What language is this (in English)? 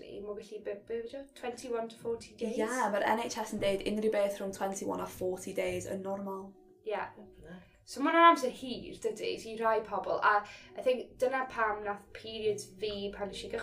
Welsh